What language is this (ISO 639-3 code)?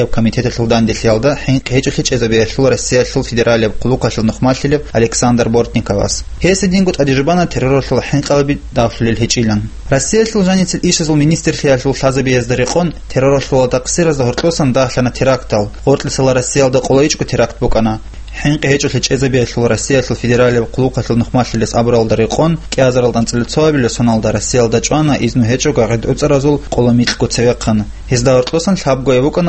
ava